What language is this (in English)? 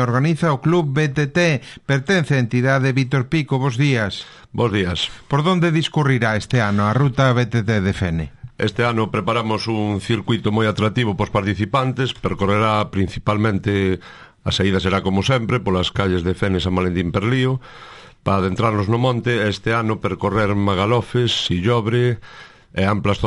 Galician